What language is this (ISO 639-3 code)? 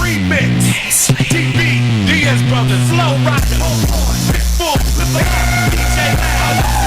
kaa